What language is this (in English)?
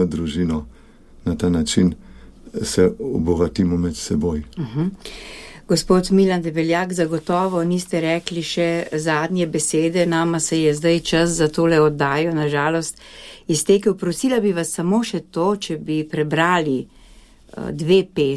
Slovenian